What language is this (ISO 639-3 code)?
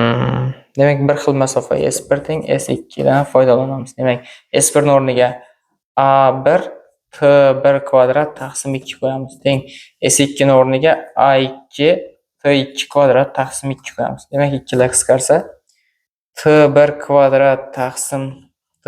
uzb